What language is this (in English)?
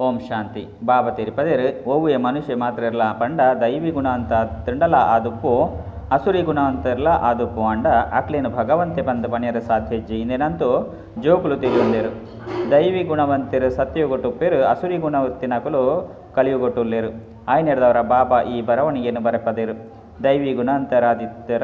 Tulu